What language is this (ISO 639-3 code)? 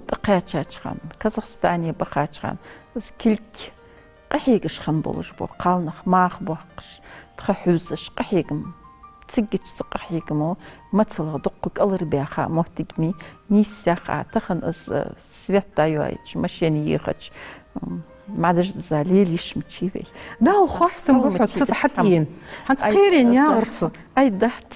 inh